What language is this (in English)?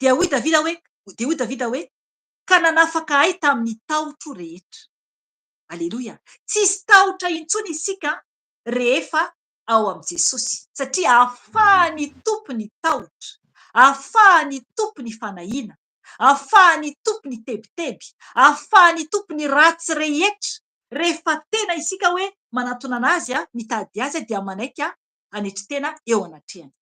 Malagasy